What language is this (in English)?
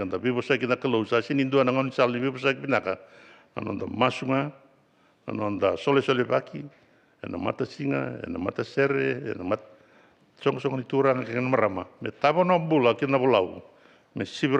Fijian